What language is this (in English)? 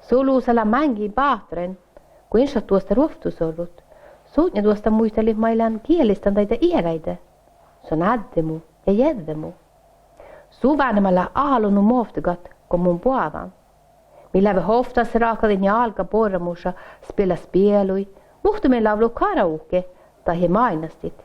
Northern Sami